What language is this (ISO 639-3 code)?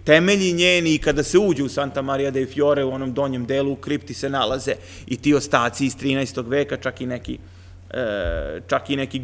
srp